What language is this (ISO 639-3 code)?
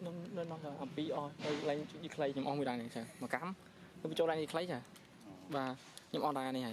khm